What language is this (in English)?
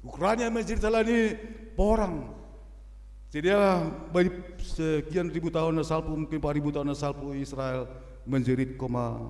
Batak Simalungun